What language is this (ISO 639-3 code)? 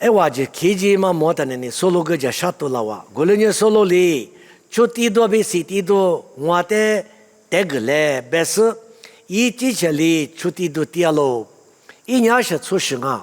lis